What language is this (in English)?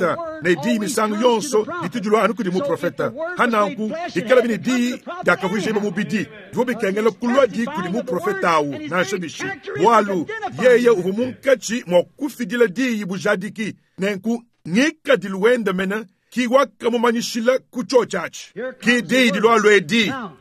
Luba-Lulua